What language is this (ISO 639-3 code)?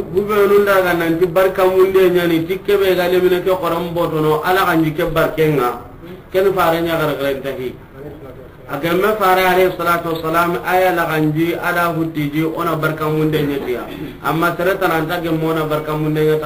snk